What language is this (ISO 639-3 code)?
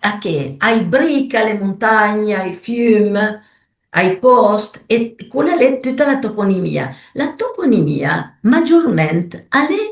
pms